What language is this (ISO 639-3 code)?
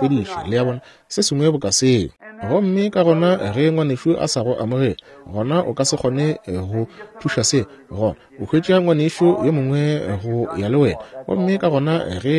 nso